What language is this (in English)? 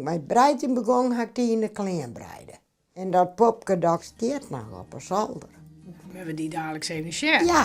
Western Frisian